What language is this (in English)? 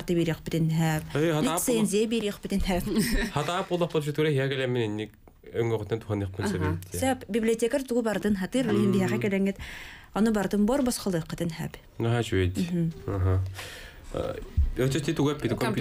Yakut